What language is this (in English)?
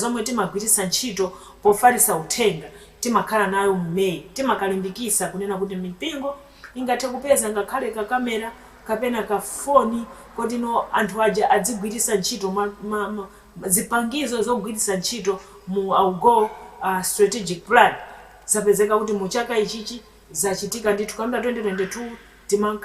Nyanja